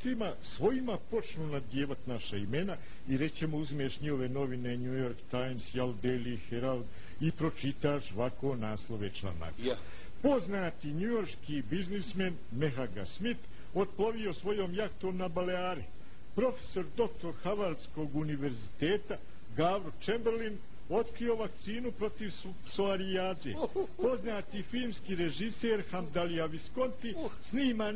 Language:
Bosnian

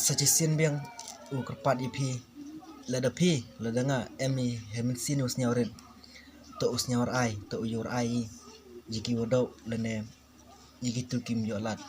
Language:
Khasi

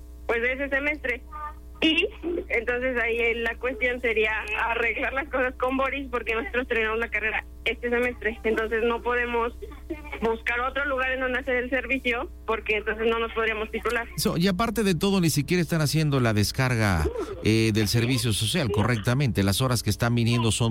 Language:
Spanish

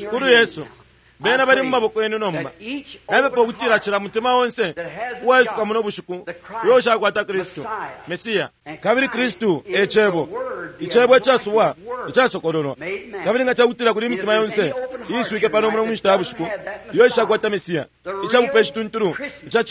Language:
Bemba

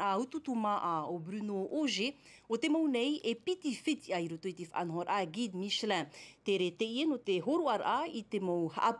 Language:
Tahitian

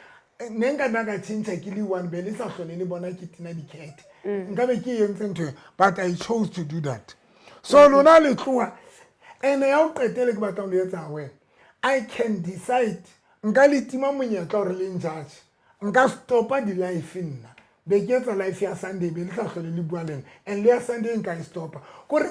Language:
Southern Sotho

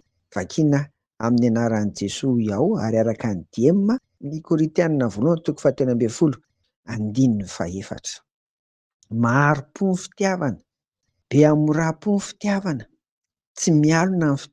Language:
Malagasy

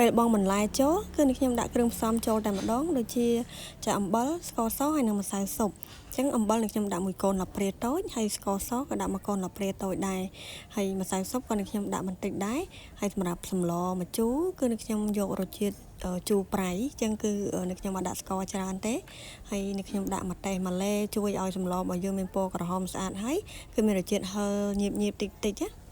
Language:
Khmer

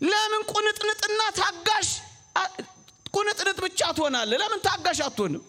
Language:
Amharic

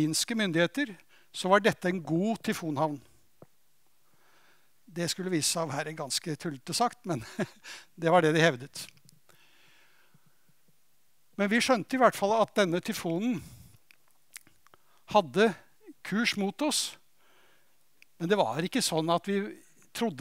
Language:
Norwegian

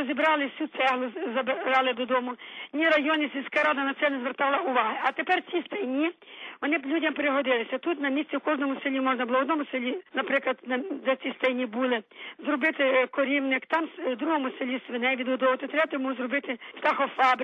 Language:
Ukrainian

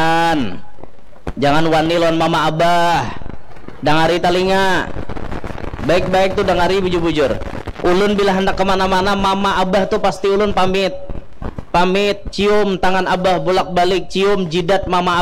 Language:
Banjar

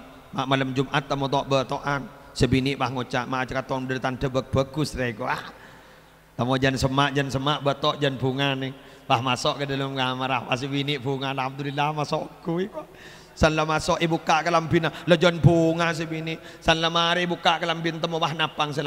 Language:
Madurese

